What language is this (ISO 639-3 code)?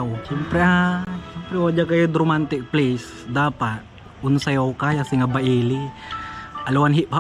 pag